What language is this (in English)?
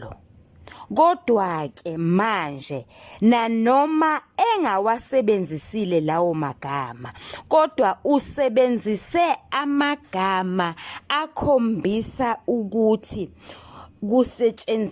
Zulu